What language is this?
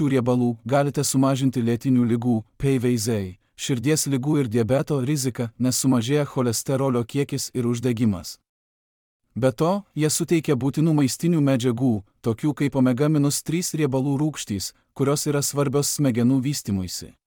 Lithuanian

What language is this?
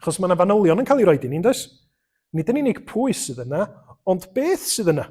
Welsh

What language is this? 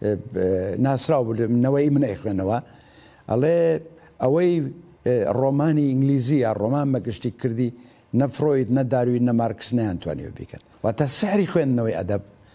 Central Kurdish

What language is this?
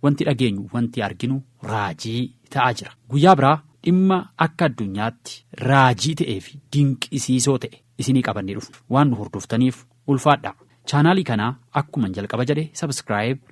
Oromo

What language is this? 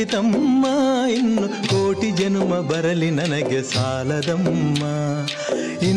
Kannada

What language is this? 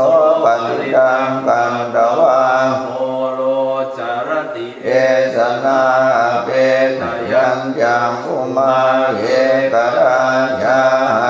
Pali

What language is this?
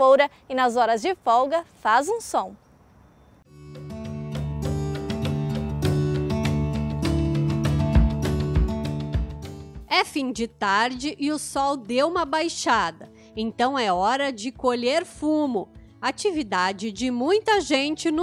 Portuguese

